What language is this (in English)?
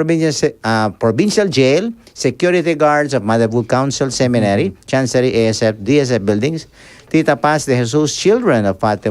Pampanga